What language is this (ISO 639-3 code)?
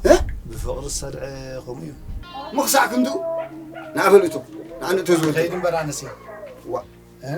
tir